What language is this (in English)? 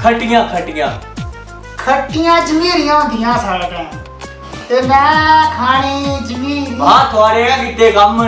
Dogri